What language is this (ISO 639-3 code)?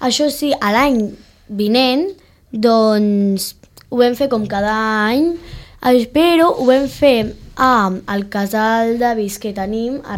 cat